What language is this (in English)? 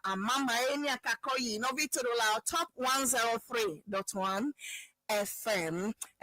Ewe